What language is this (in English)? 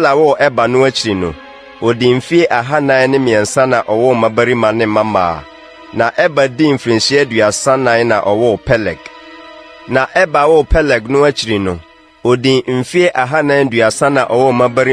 Akan